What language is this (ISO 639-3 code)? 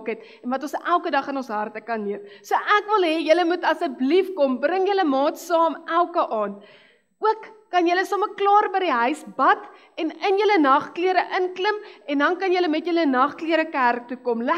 afr